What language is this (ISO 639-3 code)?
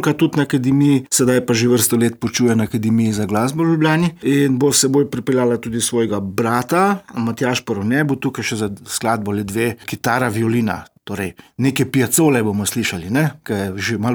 slv